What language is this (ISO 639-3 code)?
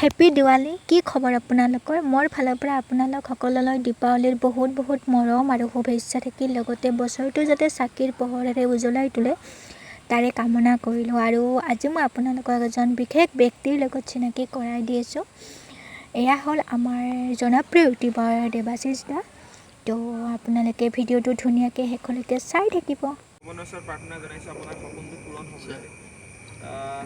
asm